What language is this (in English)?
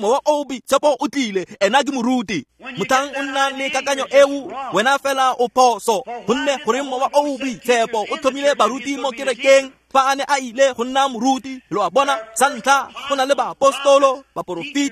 Tswana